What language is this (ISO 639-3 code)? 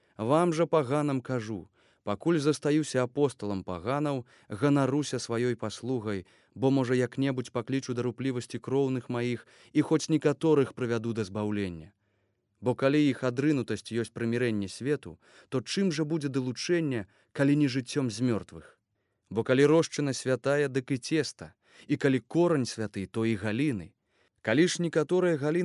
bel